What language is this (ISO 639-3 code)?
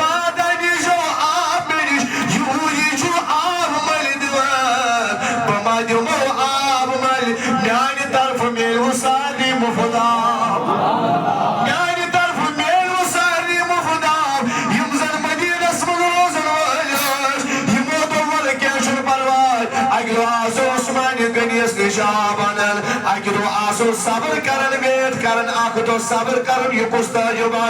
kas